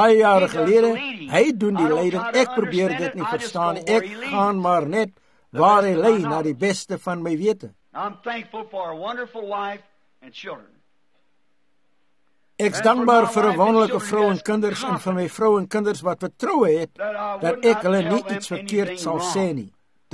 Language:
Afrikaans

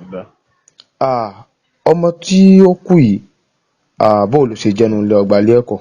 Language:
Yoruba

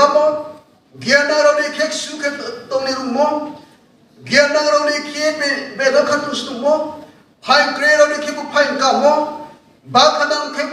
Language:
Riang (India)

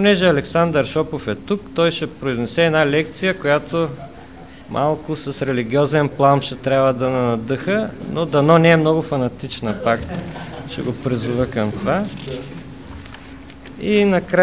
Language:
Bulgarian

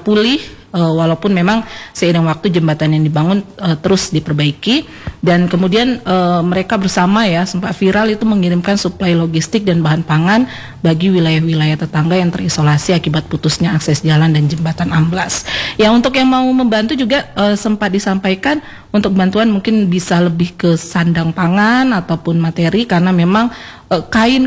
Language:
Indonesian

